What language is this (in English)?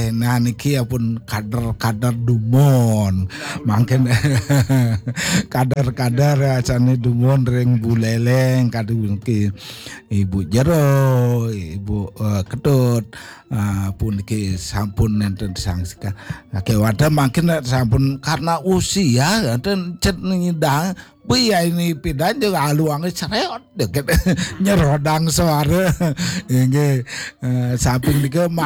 Balinese